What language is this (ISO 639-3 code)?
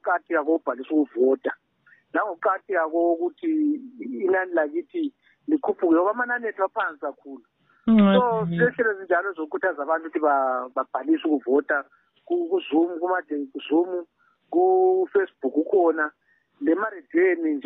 nde